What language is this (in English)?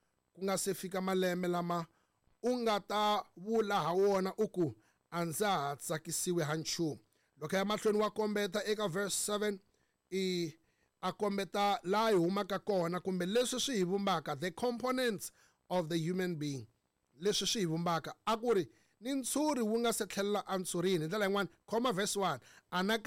Tsonga